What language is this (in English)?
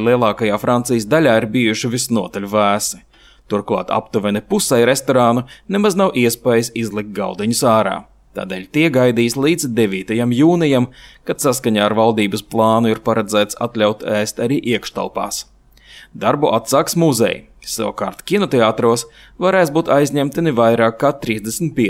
Latvian